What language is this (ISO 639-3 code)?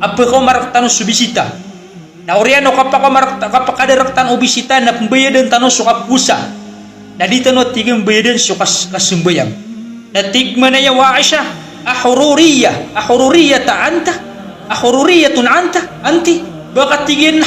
mrw